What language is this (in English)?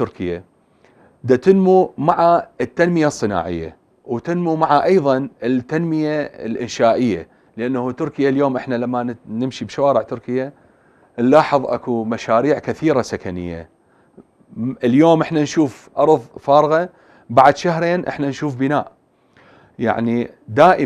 Mesopotamian Arabic